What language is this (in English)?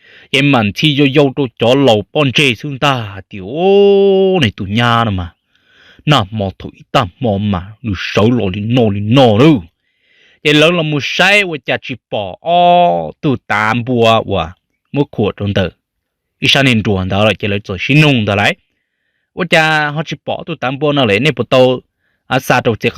Hmong